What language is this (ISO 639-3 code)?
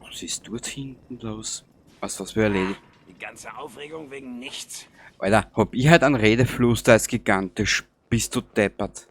bar